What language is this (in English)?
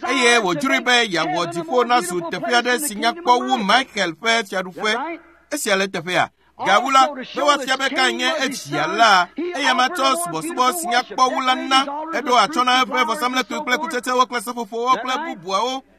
Ewe